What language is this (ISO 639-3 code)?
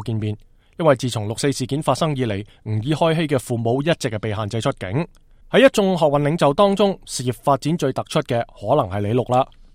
yue